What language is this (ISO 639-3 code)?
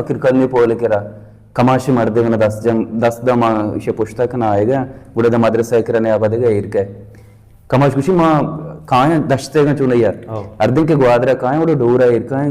bal